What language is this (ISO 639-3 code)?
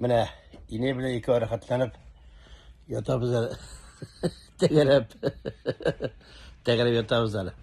tat